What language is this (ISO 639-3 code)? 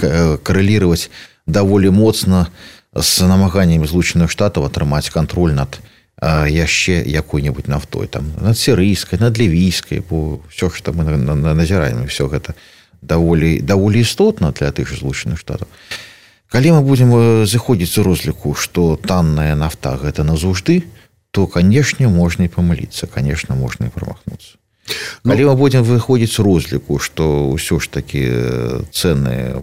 bel